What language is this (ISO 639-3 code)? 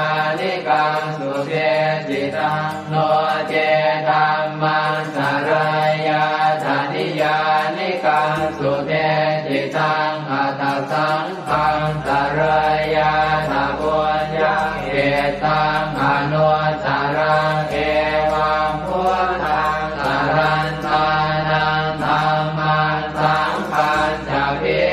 pli